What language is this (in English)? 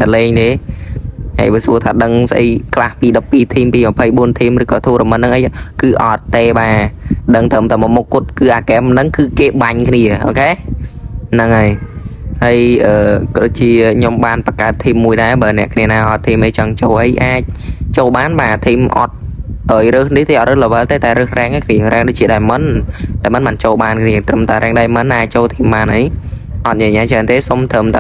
Khmer